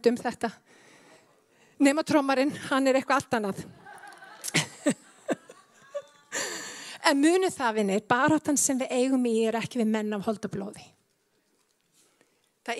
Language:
Icelandic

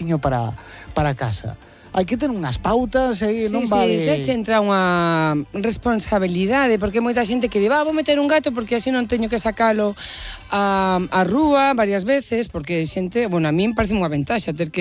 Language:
Galician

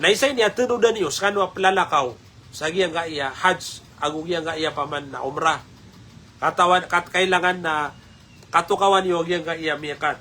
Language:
Maranao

